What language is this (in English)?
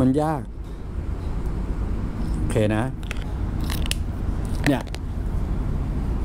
Thai